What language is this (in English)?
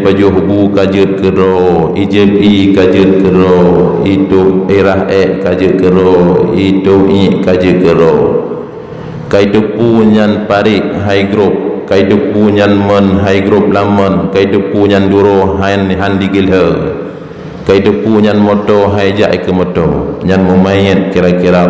Achinese